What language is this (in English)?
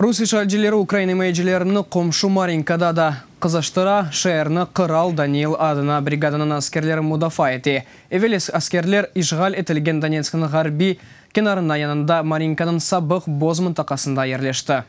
Crimean Tatar